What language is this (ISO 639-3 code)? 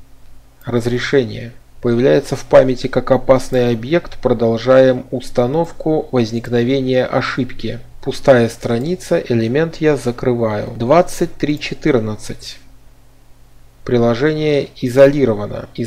rus